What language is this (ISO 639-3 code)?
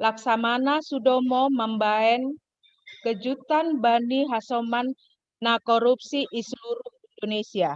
bts